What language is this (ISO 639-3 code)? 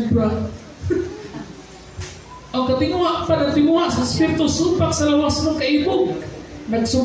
ceb